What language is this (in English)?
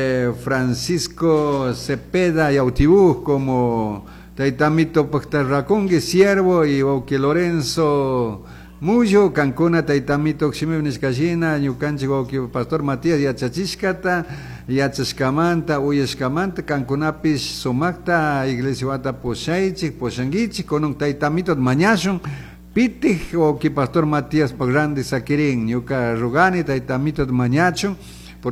Chimborazo Highland Quichua